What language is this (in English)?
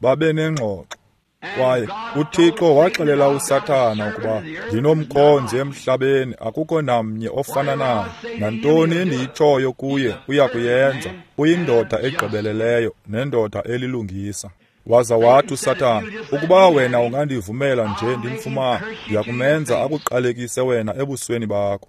Xhosa